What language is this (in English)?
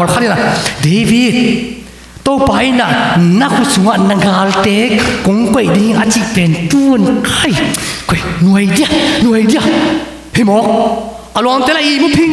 Tedim Chin